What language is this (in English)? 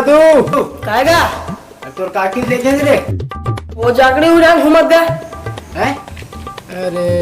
Chhattisgarhi